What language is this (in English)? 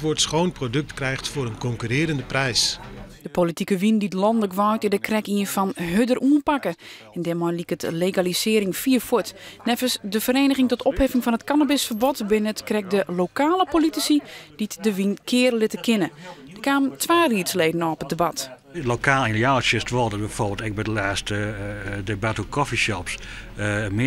Western Frisian